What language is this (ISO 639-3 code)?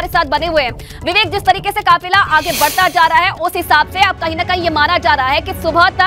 hin